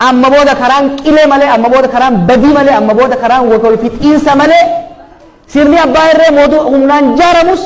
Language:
Oromo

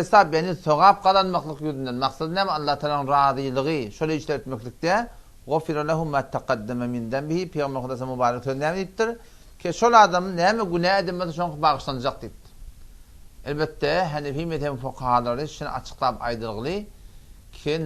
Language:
Turkmen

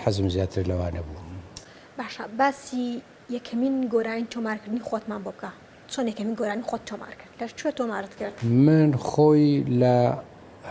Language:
Central Kurdish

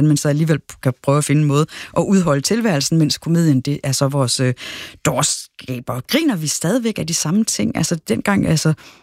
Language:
Danish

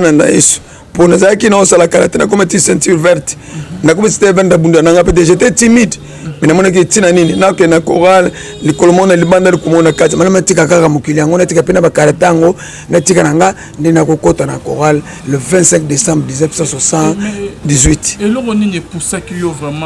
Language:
Lingala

